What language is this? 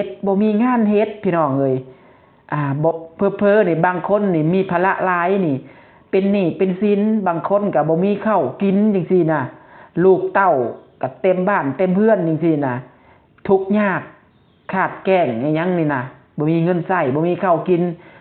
Lao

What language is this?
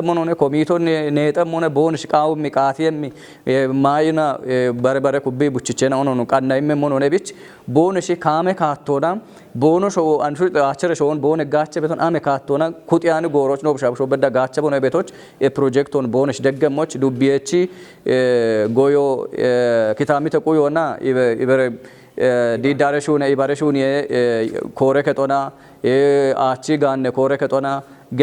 Kafa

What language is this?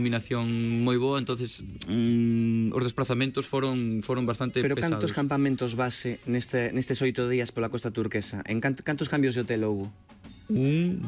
Galician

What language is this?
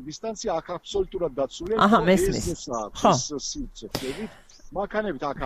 Georgian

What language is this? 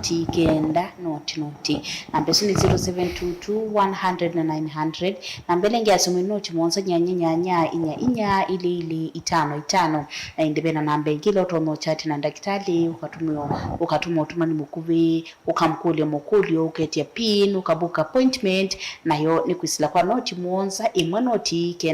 Kamba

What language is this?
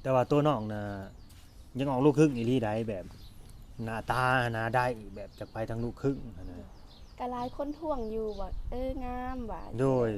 Lao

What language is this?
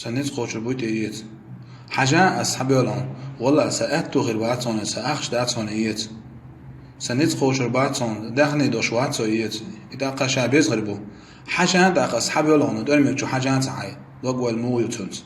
Chechen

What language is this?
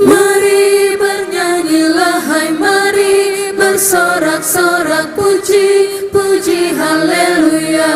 Ambonese Malay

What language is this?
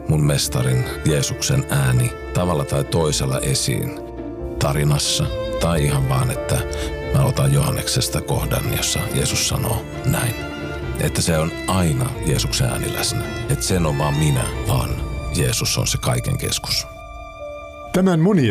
Finnish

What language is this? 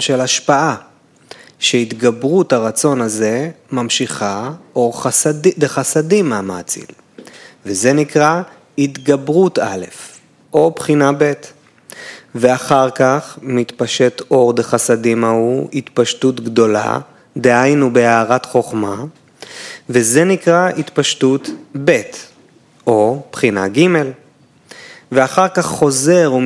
Hebrew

